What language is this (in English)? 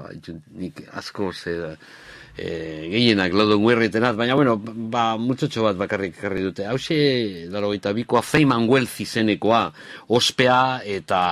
Basque